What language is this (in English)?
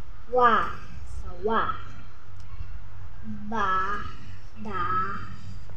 Filipino